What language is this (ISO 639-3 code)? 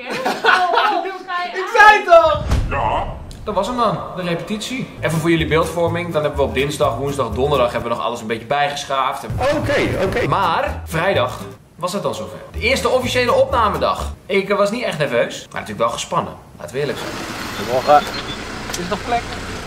nld